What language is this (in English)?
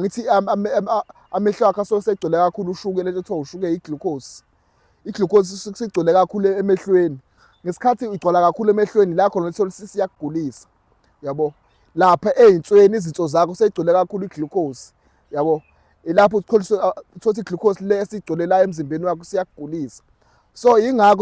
Zulu